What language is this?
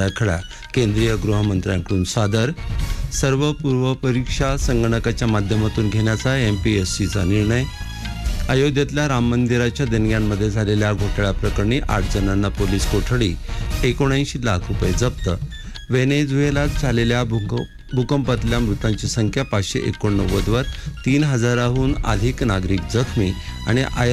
Marathi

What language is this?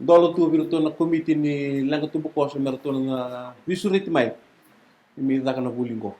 Fijian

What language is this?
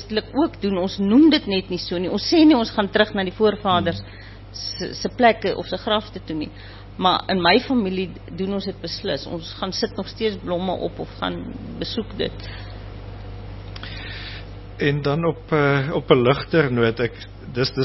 Afrikaans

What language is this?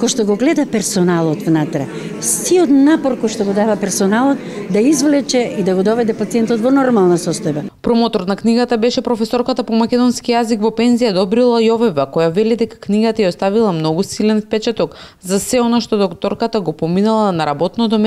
Macedonian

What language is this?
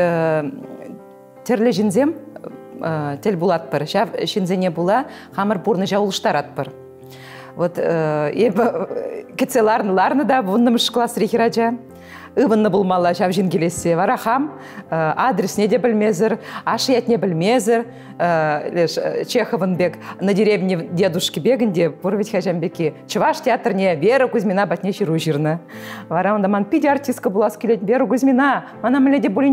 Chuvash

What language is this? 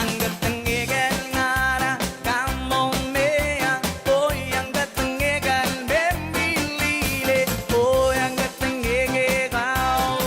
Pohnpeian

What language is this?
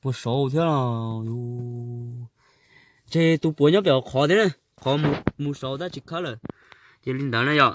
Hmong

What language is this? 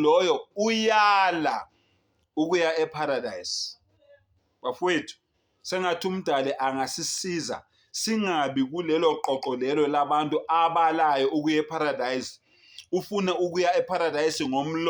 Zulu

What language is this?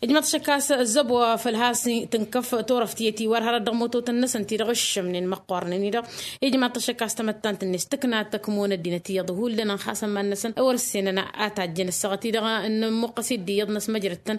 Tamasheq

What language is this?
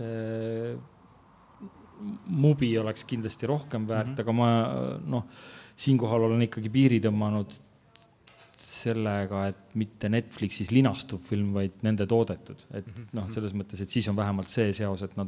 Estonian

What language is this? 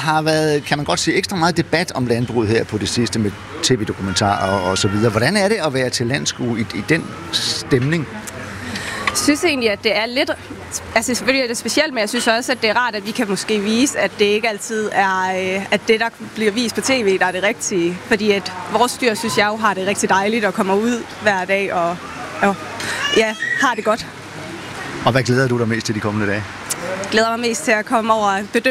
Danish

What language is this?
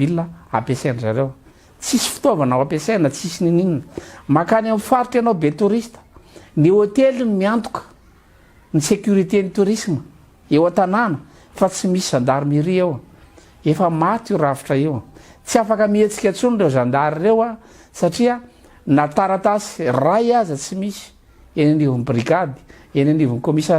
Malagasy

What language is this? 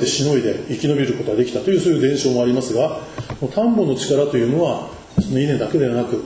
Japanese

